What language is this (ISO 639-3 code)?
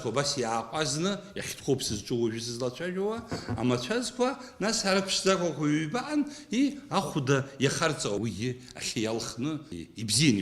abk